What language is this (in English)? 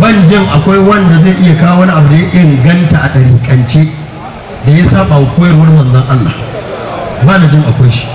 Hausa